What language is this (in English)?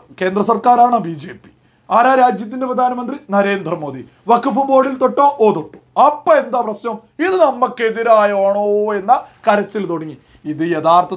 Malayalam